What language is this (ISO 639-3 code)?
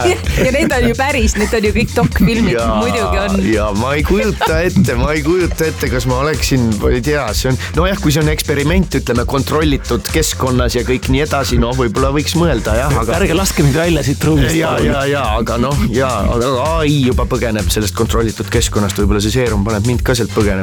est